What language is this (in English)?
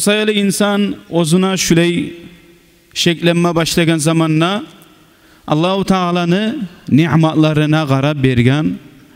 Kumyk